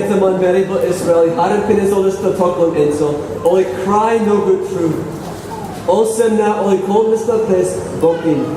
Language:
Tok Pisin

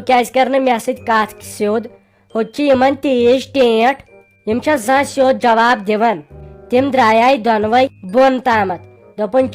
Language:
Kashmiri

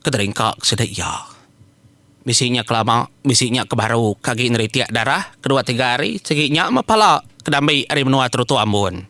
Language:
Iban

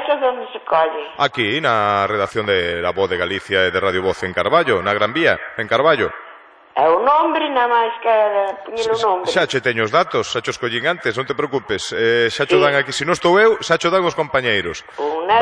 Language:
Galician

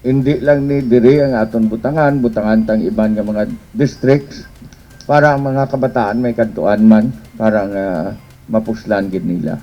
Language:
Hiligaynon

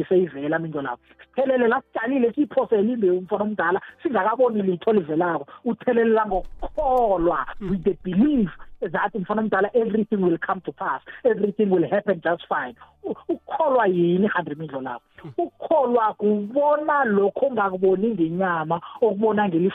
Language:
South Ndebele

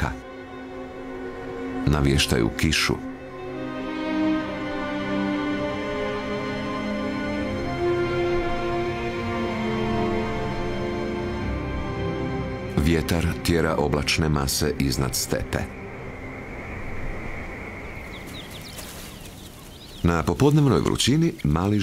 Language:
Croatian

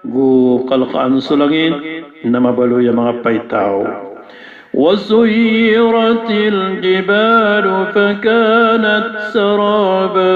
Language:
Maranao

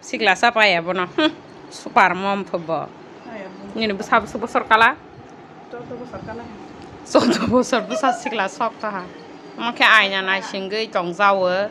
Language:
Kok Borok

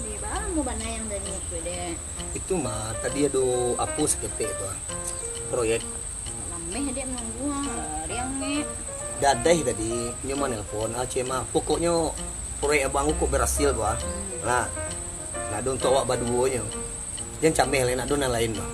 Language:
Minangkabau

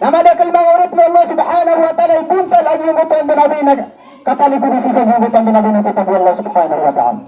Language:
Maranao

